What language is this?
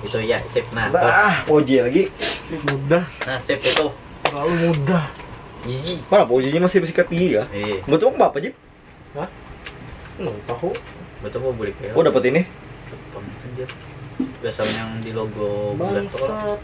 Banjar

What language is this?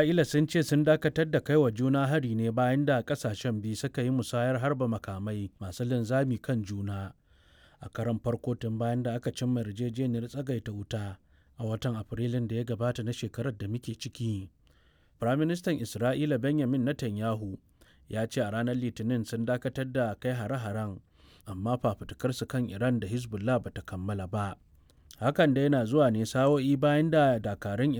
Hausa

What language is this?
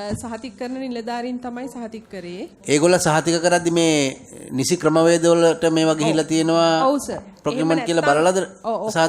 Sinhala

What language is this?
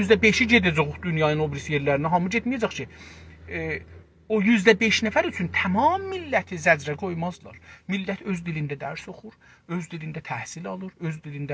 South Azerbaijani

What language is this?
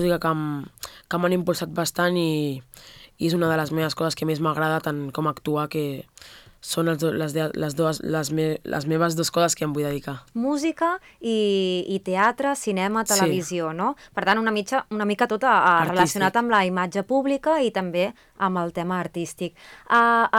Catalan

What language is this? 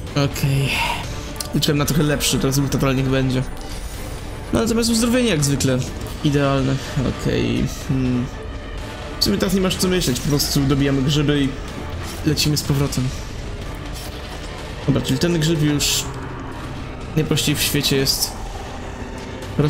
Polish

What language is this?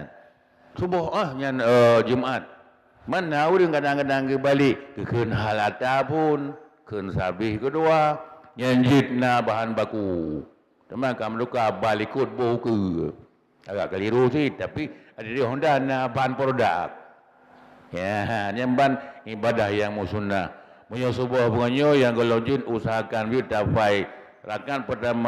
Achinese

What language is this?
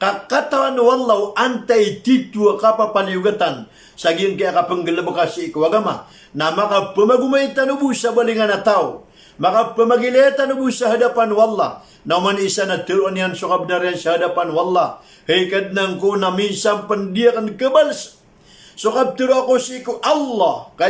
Maranao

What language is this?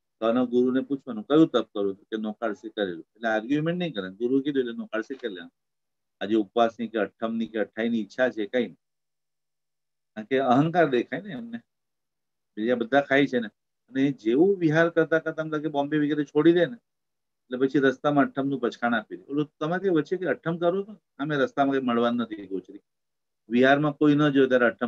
Gujarati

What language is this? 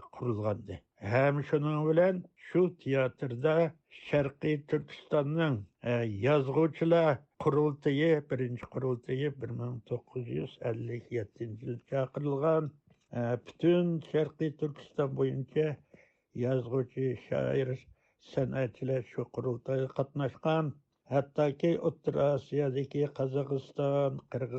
Uyghur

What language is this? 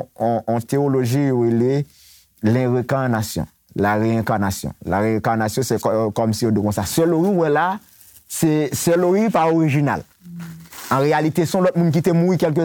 Haitian Creole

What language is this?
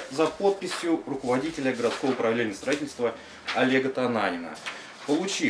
Russian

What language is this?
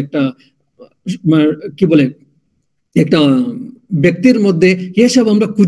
Bangla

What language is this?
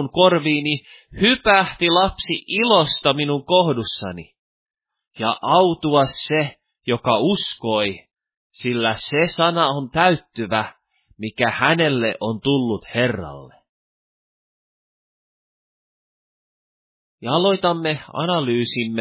Finnish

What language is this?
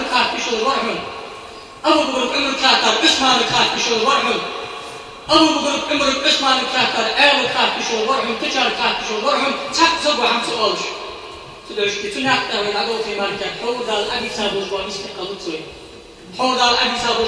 Ingush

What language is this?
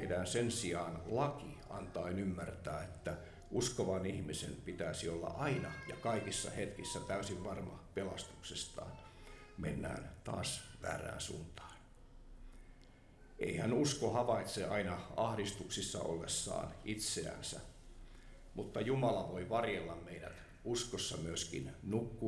Finnish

